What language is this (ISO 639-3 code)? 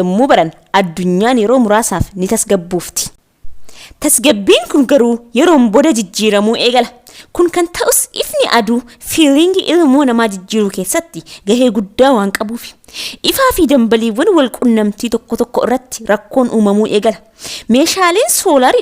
orm